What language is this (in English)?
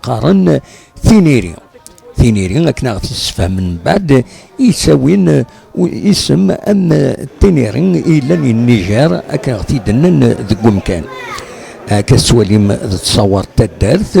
Kabyle